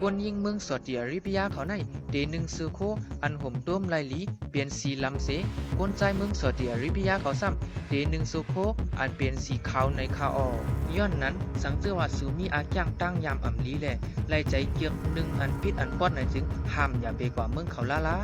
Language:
Shan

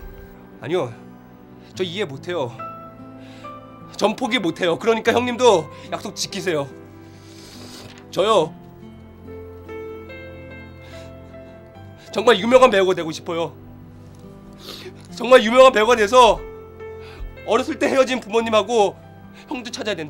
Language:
Korean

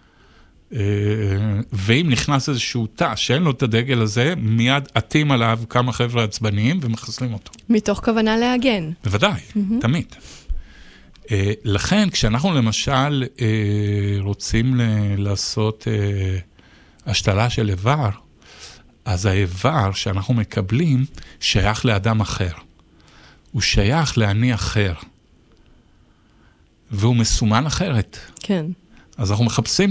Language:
Hebrew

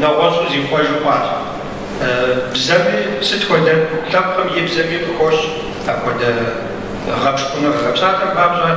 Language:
Kabardian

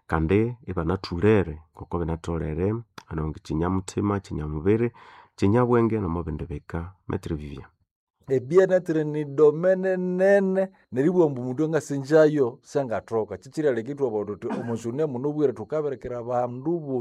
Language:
Nande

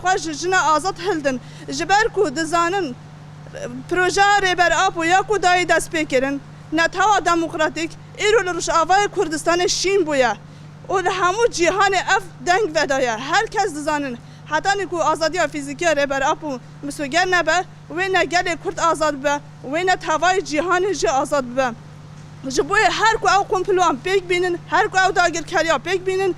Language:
Kurdish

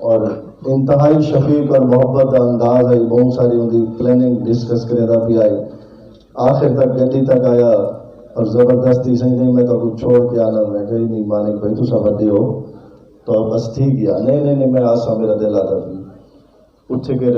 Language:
Saraiki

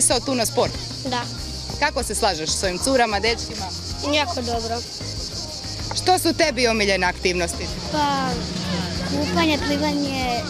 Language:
Croatian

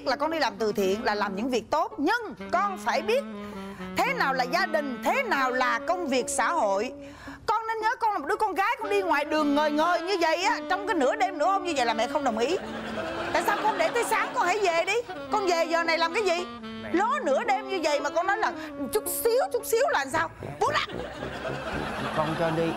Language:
Vietnamese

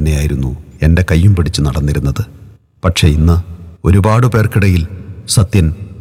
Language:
Malayalam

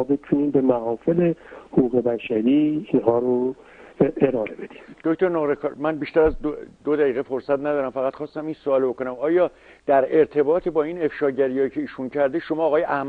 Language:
Persian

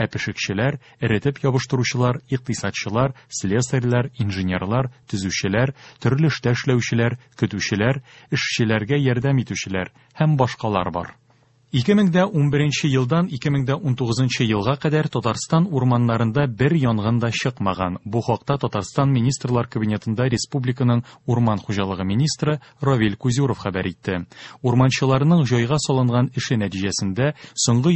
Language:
Tatar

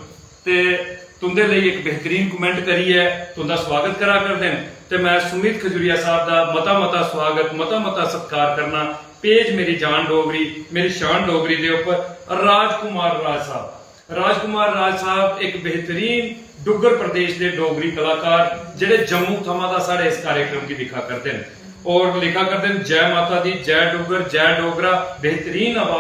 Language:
Dogri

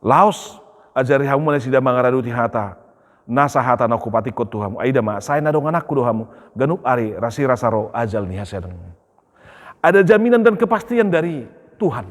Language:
Batak Toba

